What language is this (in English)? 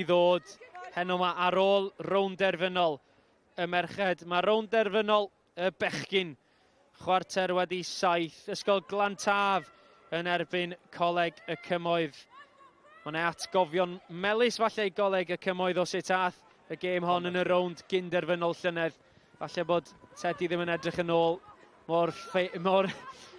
Welsh